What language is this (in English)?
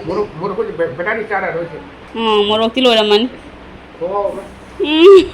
Manipuri